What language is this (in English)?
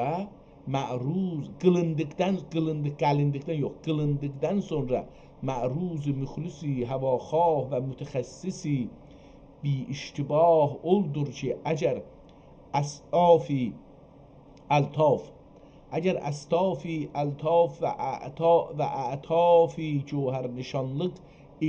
South Azerbaijani